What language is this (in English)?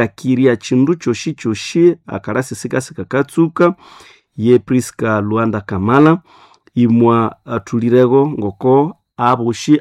Nande